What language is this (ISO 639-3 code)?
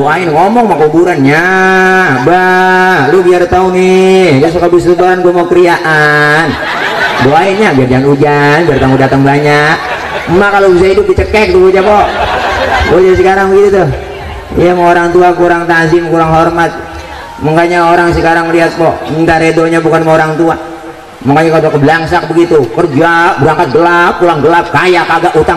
bew